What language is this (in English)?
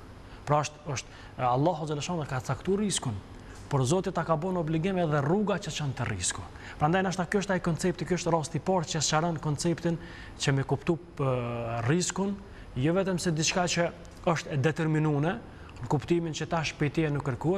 Albanian